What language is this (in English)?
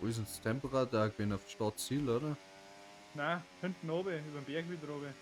Bavarian